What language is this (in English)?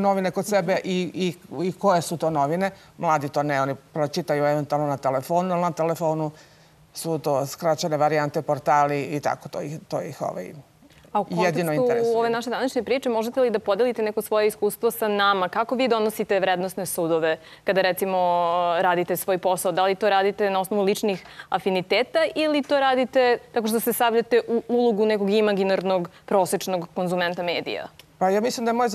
Serbian